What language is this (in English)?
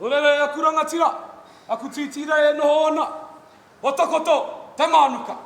Māori